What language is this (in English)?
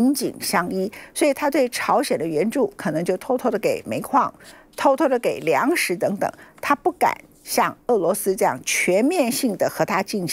Chinese